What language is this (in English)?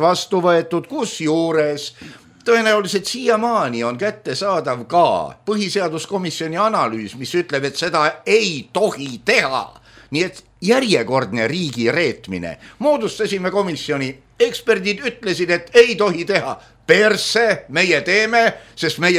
Estonian